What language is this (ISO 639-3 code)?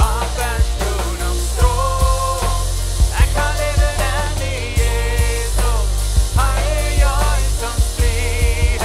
pdt